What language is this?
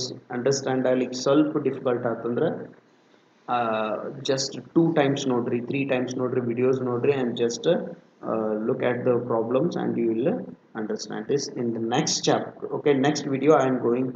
Kannada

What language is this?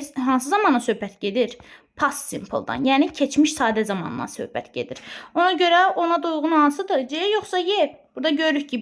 Azerbaijani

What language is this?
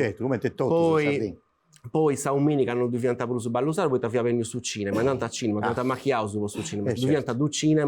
Sardinian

